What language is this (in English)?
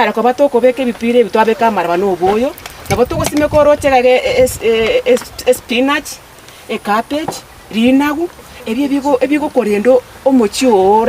Gusii